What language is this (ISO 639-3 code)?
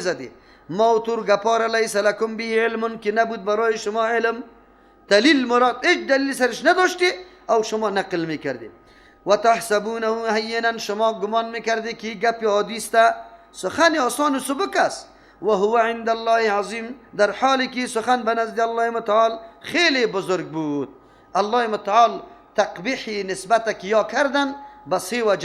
fas